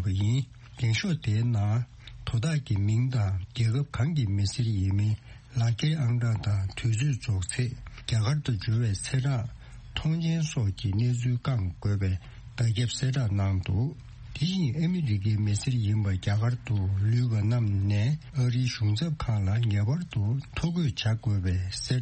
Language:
Tibetan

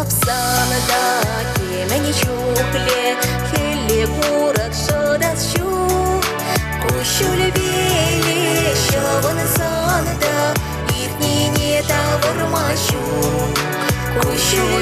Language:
Chuvash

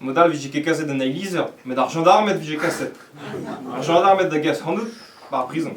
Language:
Breton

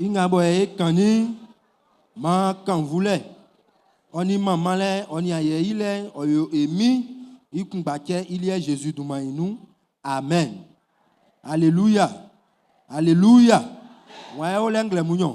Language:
Baoulé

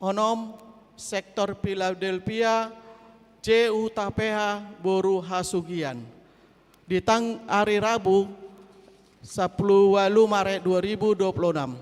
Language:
Batak Toba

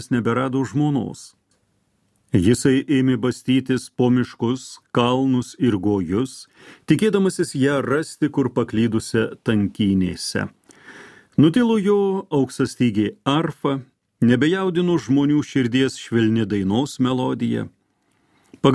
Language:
Lithuanian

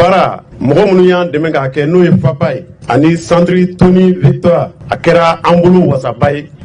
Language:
Bambara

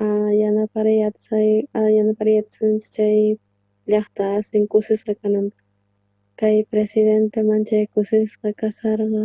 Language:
South Bolivian Quechua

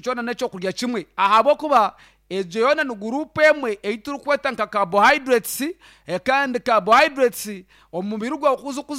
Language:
Nyankole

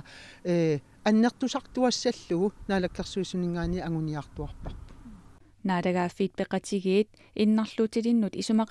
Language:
Kalaallisut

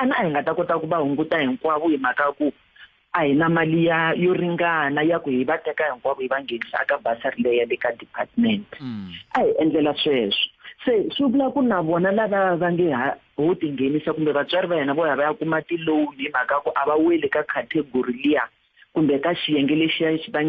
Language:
Tsonga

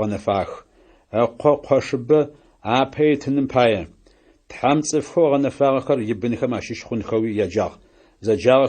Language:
Adyghe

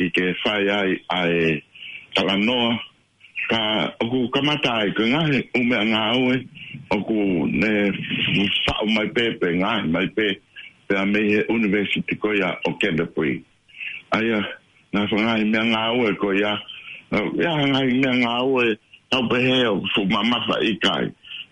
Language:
Tongan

